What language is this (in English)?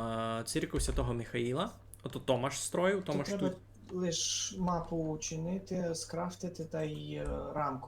Rusyn